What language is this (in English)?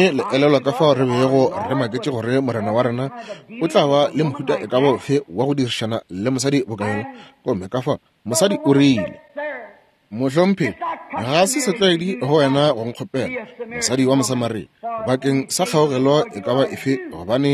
Northern Sotho